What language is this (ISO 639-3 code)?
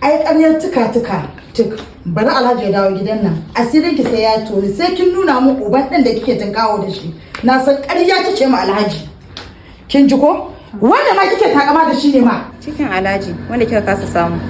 hau